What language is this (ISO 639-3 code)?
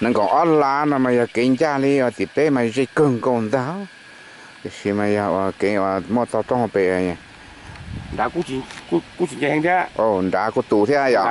hmn